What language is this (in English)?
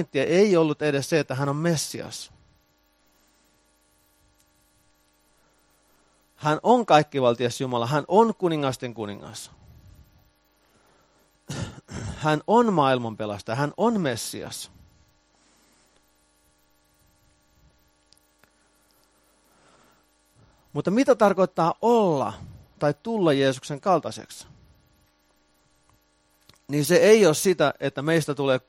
Finnish